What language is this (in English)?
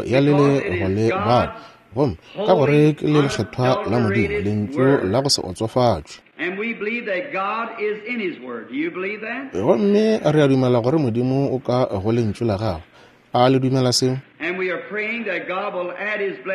Northern Sotho